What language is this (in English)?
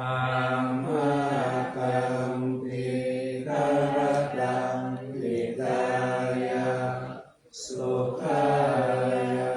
Pali